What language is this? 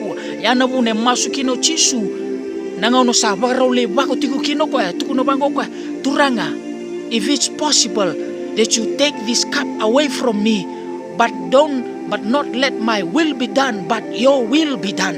Fijian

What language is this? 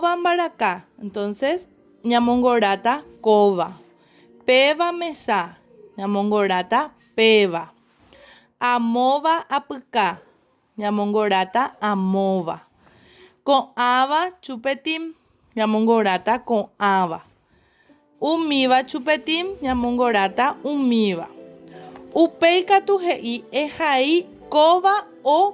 Guarani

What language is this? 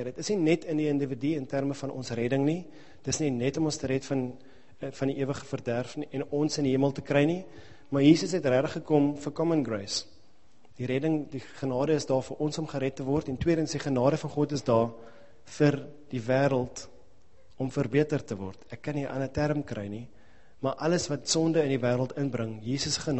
Afrikaans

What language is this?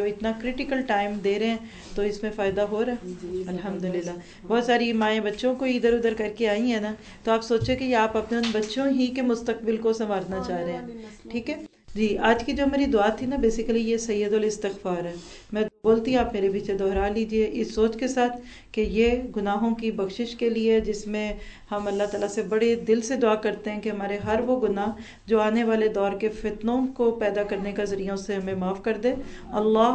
Urdu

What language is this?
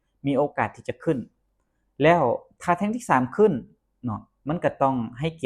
Lao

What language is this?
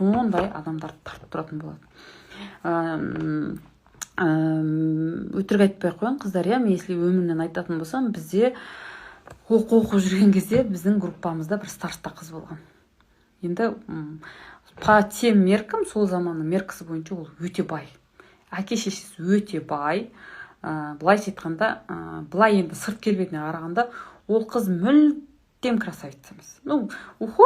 Kazakh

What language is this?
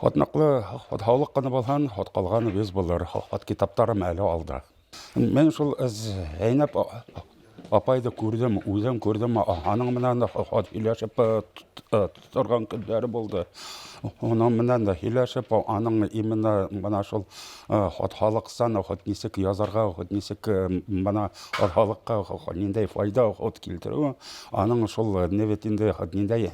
Bashkir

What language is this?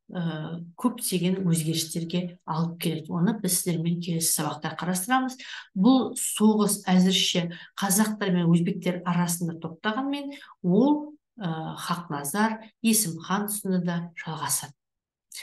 Kazakh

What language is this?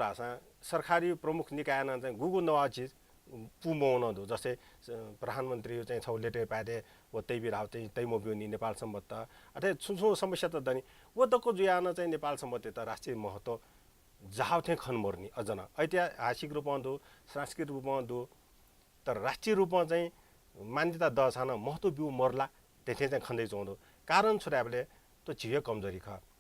Newari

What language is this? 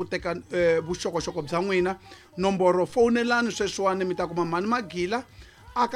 Tsonga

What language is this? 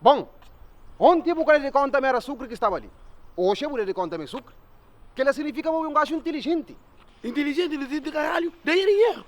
Kabuverdianu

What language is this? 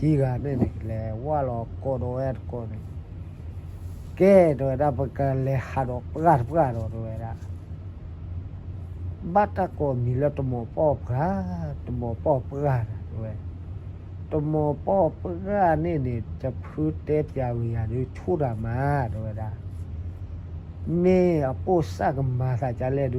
S'gaw Karen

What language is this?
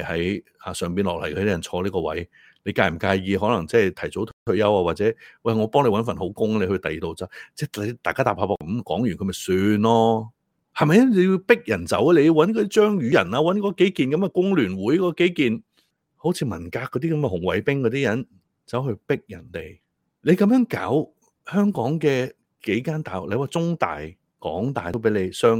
Cantonese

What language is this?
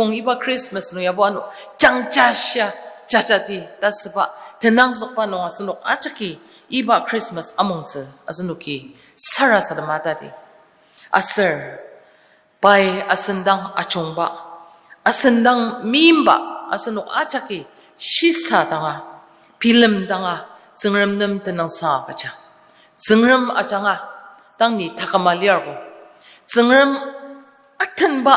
Ao Naga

